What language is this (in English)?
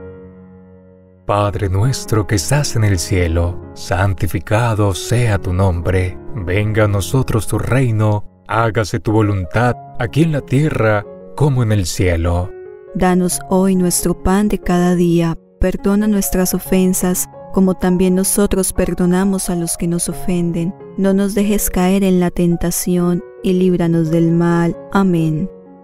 Spanish